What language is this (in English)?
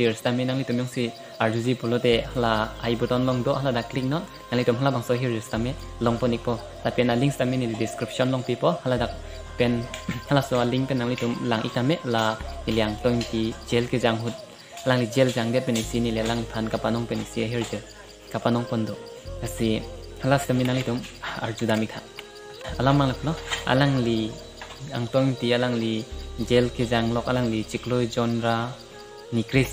Karbi